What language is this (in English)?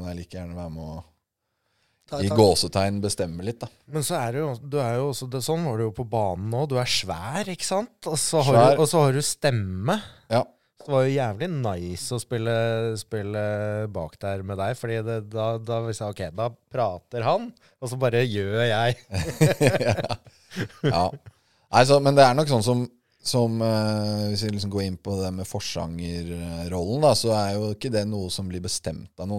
Norwegian